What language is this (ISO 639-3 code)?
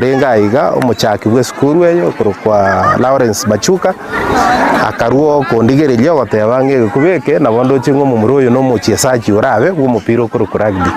guz